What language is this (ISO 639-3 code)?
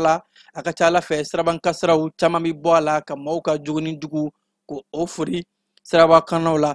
bam